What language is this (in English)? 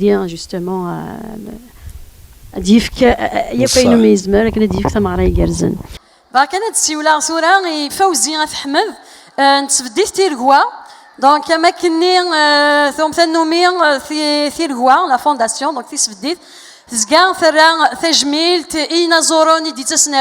Kabyle